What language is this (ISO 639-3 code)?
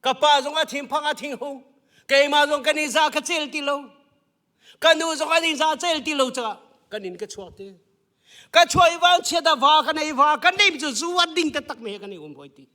cnh